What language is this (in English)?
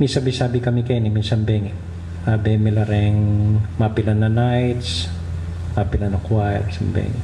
Pampanga